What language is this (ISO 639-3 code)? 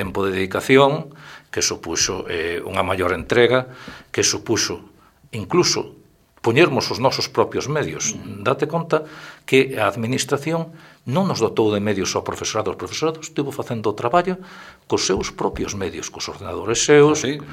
glg